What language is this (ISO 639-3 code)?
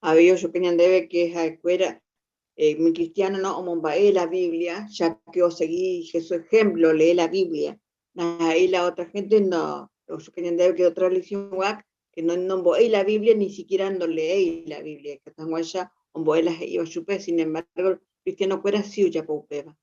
grn